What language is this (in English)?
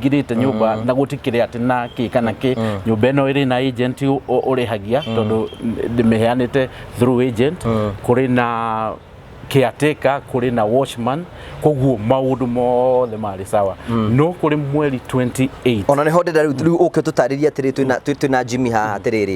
Kikuyu